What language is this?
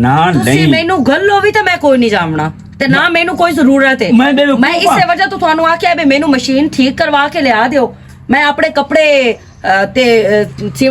Western Panjabi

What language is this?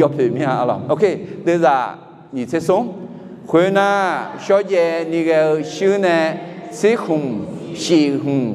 Akha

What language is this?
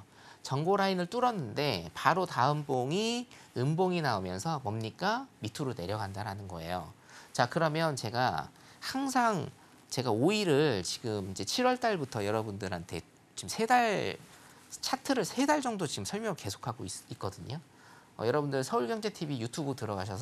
Korean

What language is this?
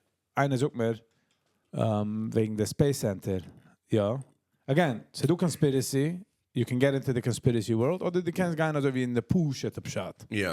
Yiddish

